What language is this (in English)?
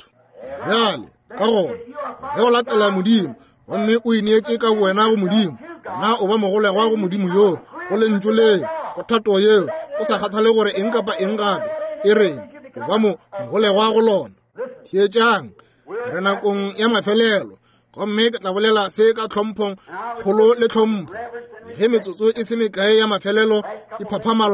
Northern Sotho